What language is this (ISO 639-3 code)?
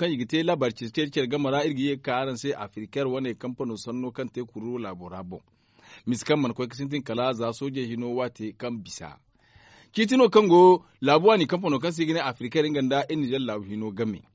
dje